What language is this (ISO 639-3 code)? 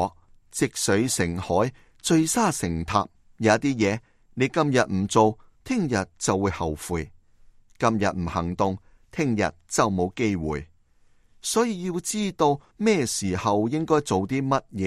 yue